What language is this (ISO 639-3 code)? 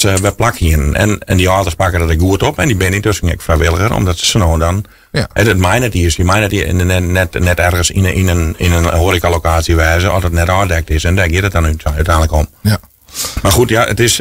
fry